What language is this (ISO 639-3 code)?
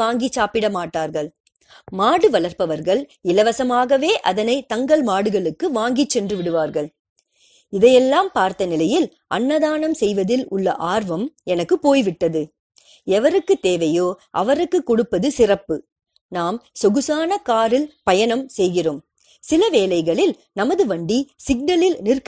tam